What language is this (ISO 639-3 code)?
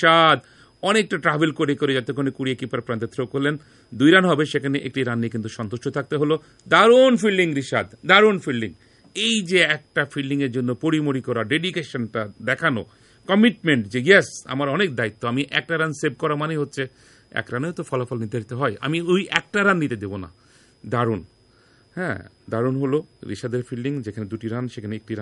ben